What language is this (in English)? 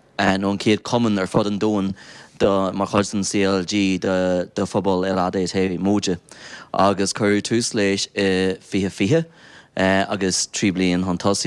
Irish